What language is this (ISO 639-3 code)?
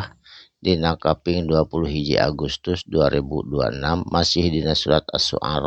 sun